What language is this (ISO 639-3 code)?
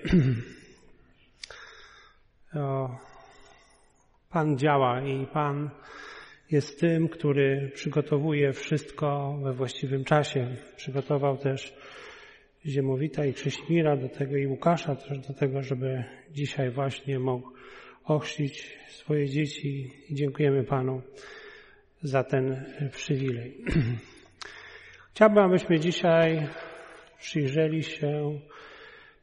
pol